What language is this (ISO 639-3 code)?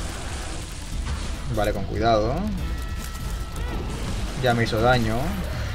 spa